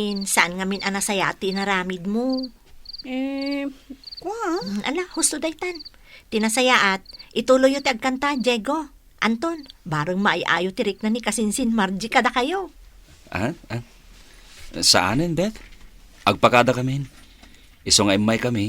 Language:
Iloko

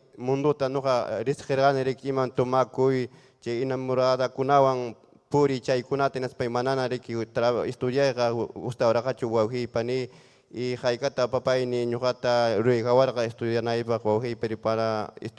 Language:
Ayacucho Quechua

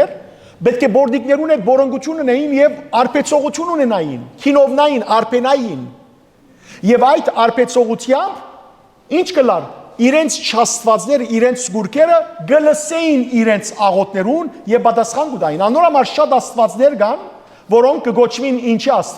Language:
Western Armenian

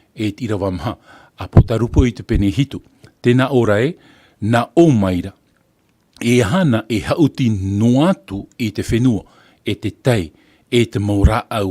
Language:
Tahitian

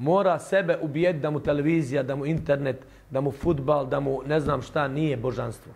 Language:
Bosnian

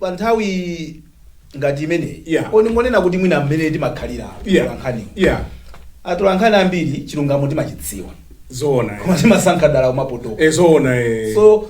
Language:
Nyanja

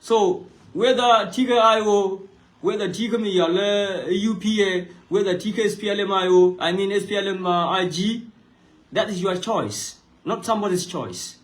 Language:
Nuer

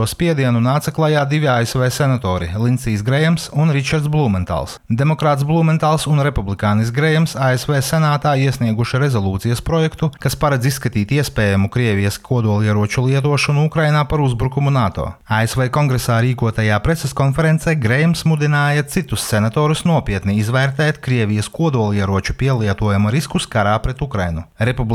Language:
Latvian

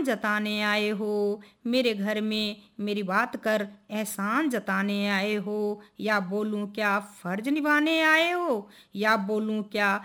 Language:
Hindi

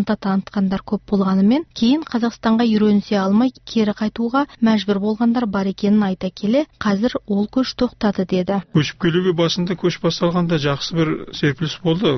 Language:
Kazakh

